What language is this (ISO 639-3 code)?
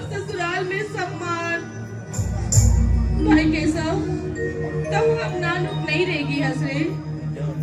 hne